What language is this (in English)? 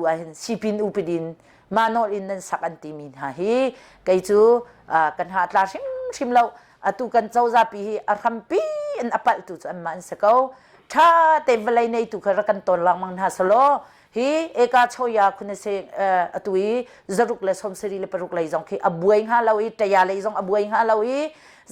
Hakha Chin